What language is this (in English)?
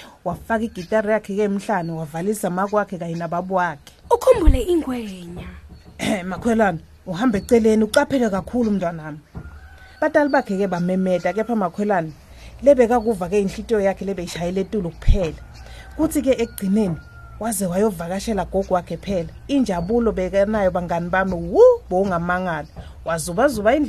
Swati